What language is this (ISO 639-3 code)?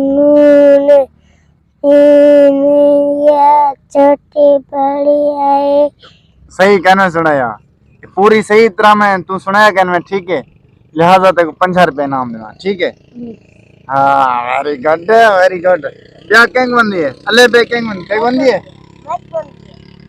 skr